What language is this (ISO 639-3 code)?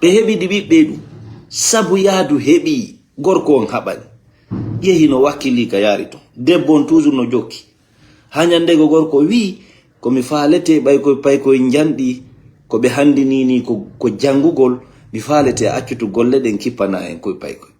ful